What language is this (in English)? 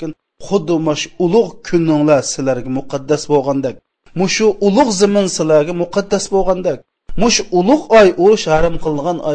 Uyghur